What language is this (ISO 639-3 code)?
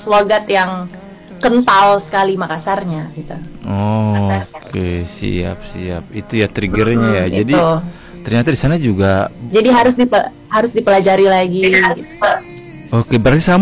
ind